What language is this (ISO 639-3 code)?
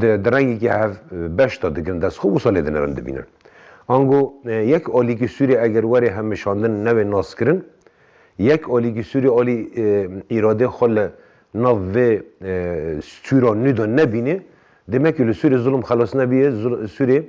kur